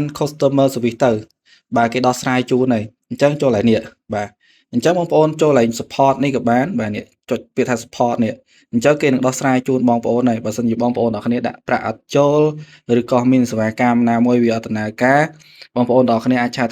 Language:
Khmer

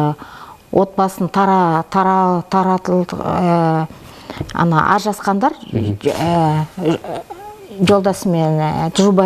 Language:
Kazakh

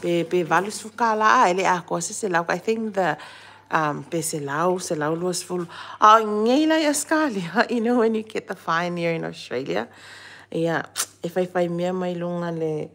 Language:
Samoan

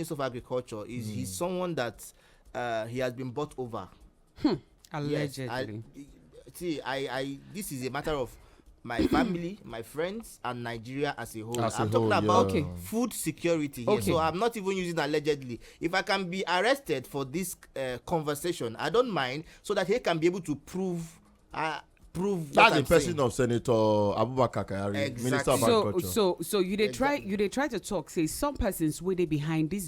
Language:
Nigerian Pidgin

